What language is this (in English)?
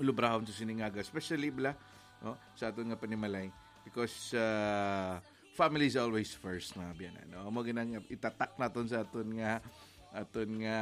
Hiligaynon